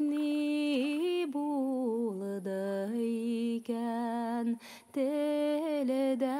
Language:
Bashkir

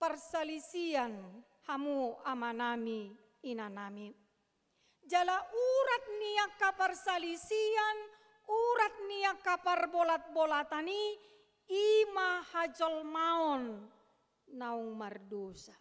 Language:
Batak Toba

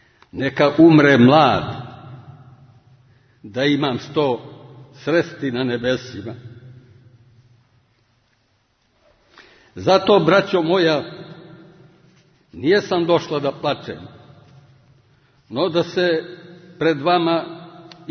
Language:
Serbian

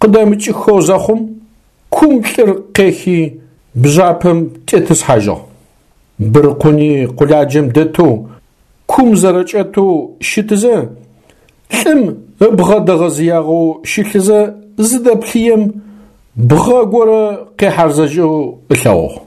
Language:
Adyghe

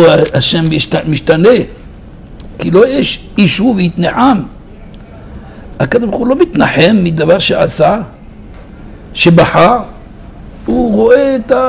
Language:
Hebrew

